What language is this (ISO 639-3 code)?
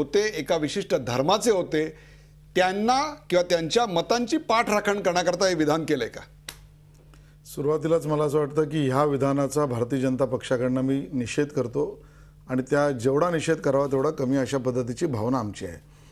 mar